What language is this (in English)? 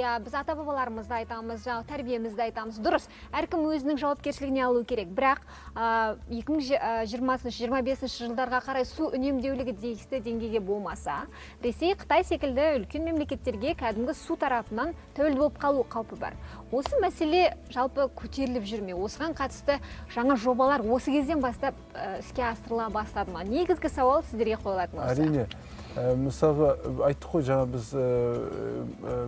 Kazakh